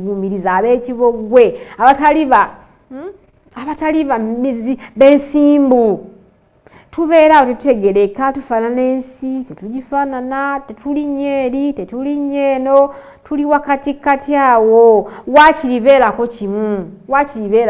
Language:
Ganda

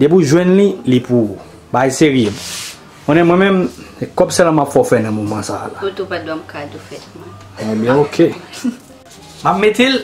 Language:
Haitian Creole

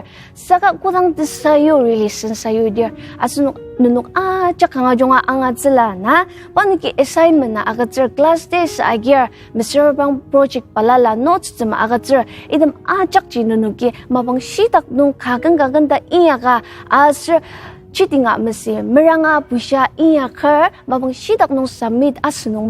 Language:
Ao Naga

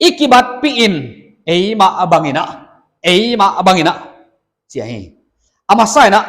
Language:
Paite Chin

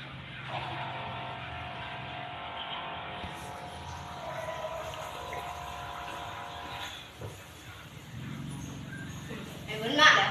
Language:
Lao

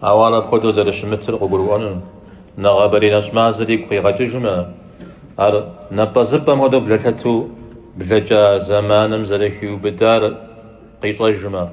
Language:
Kabardian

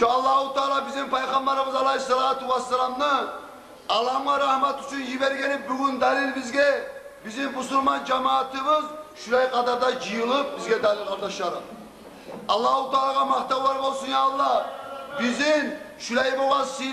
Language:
Kumyk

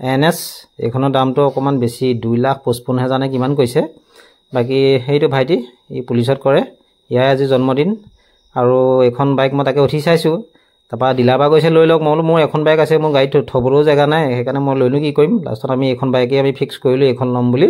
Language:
Assamese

